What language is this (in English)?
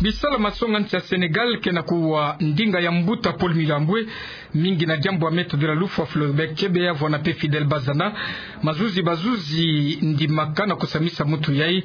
Kituba (Democratic Republic of Congo)